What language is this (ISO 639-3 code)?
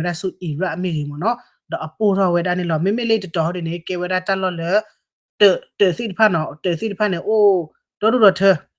ksw